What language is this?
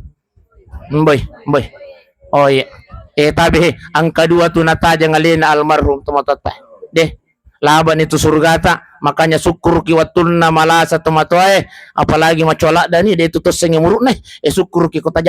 Buginese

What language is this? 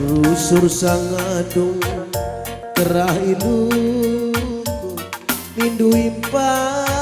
Batak Karo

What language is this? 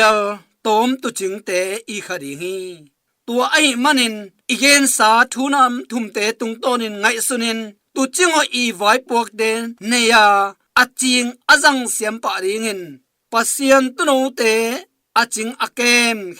Tedim Chin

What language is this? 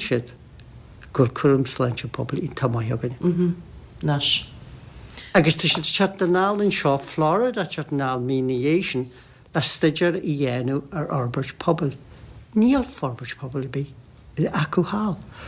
Irish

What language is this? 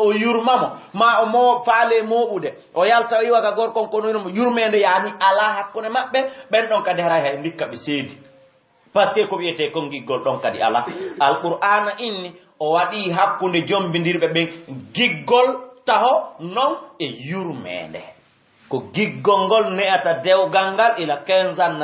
Fula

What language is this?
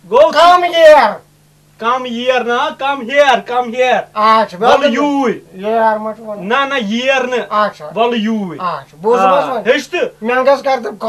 Kashmiri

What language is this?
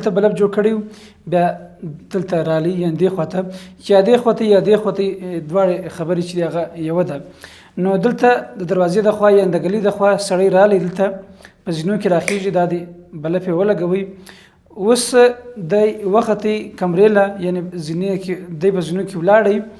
Pashto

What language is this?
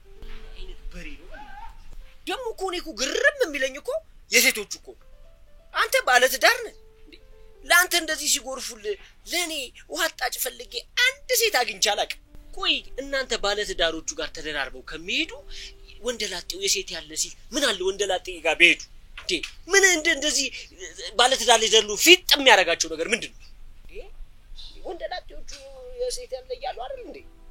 Amharic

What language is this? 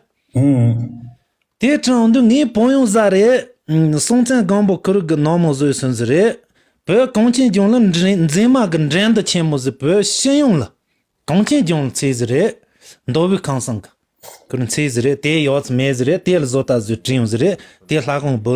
Khams Tibetan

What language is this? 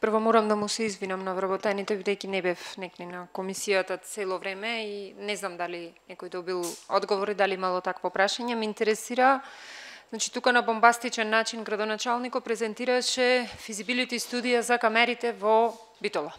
Macedonian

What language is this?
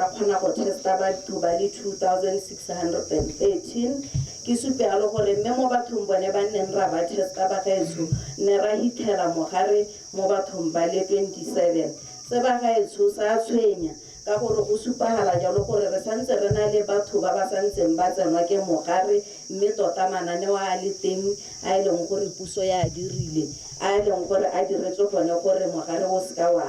Tswana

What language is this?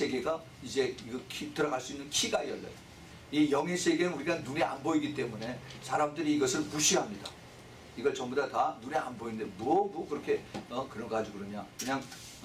Korean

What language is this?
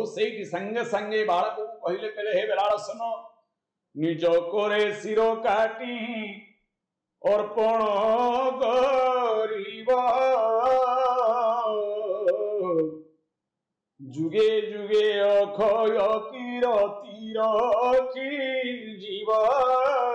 Odia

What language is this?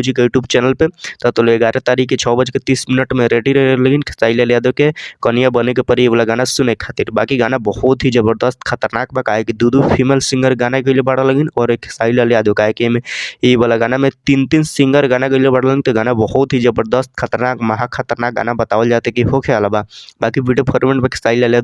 Bhojpuri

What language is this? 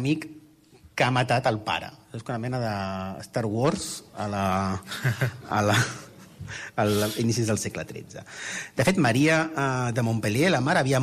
Catalan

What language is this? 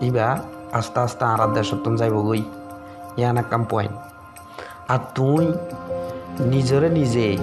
Rohingya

